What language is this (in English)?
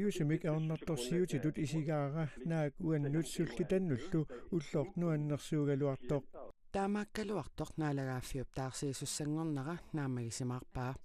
Kalaallisut